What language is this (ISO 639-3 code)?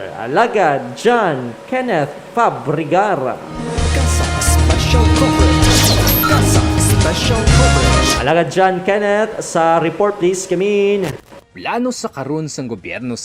hil